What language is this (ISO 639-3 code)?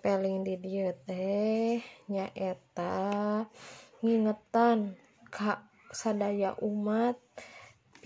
sun